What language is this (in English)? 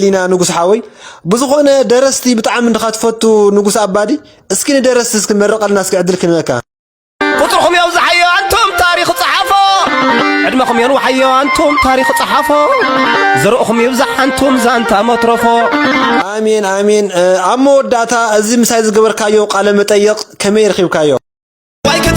Tigrinya